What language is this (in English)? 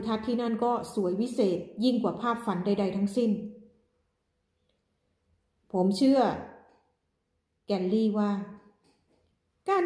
Thai